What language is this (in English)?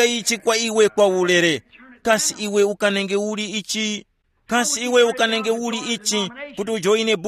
Tumbuka